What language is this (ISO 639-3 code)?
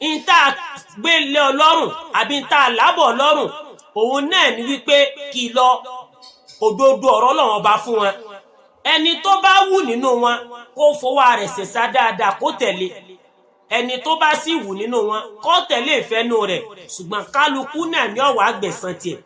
yor